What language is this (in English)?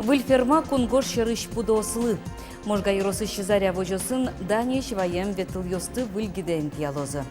Udmurt